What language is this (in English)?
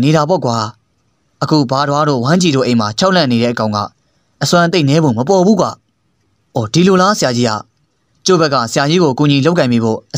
Burmese